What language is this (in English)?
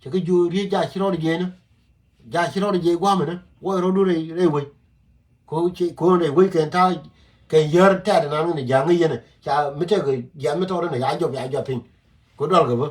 Nuer